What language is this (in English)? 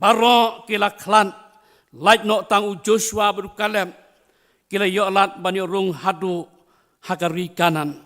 Khasi